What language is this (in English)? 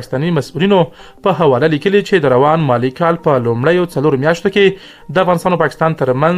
Pashto